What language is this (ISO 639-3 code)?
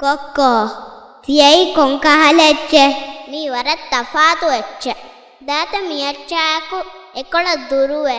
div